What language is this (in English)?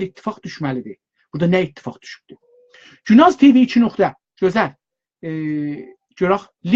South Azerbaijani